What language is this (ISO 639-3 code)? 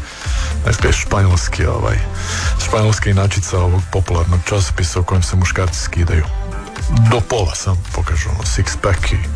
hrv